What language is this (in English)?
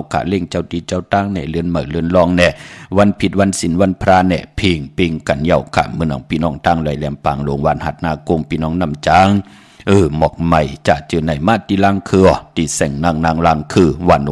Shan